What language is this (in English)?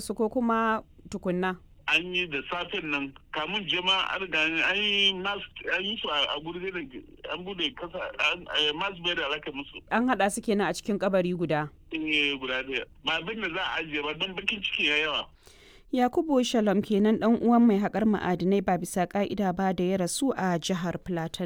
Hausa